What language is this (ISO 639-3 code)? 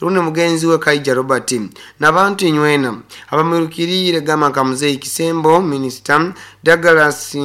nyo